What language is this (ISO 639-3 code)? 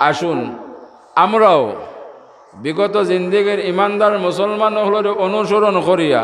syl